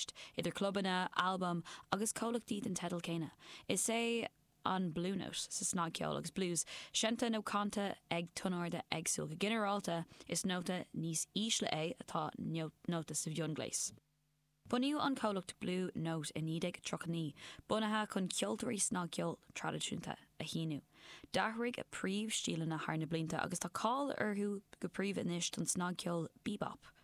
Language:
Irish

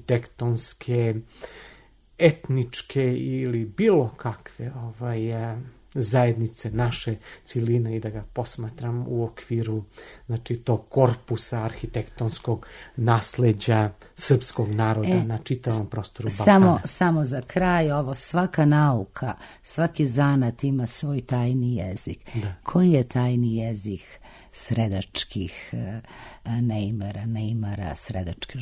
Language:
Serbian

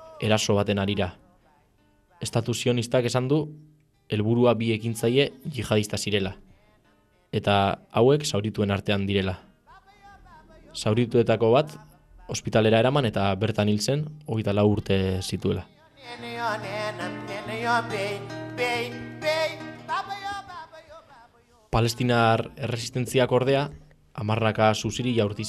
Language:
Basque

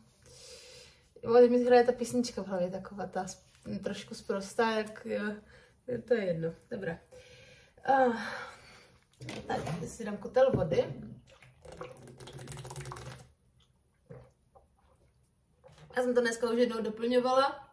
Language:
Czech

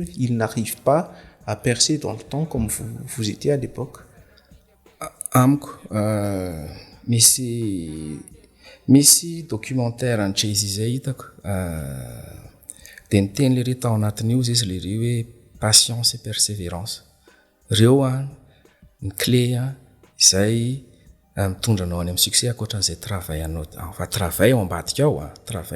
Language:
Malagasy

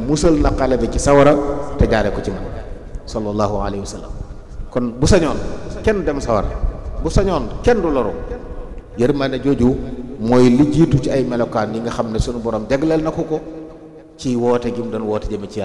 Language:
Wolof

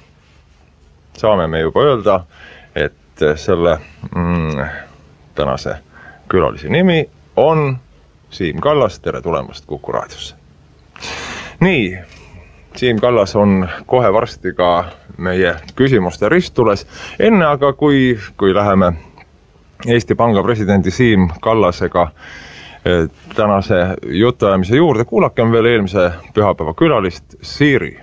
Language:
Estonian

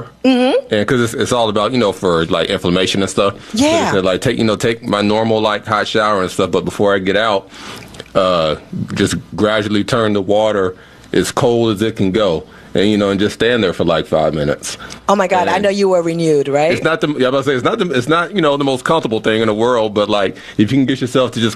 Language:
English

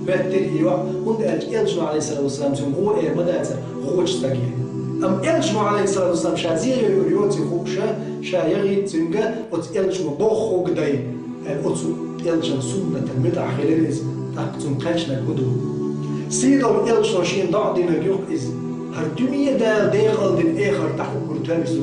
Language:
Chechen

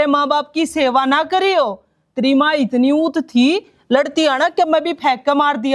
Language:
Haryanvi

